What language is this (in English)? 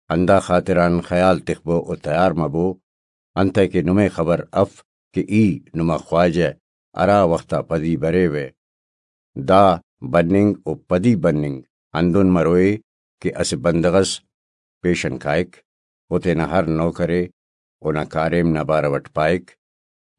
Brahui